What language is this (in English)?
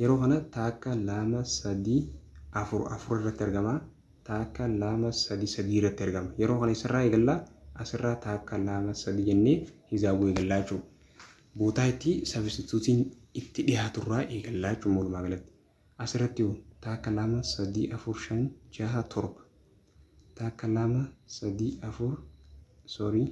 Oromo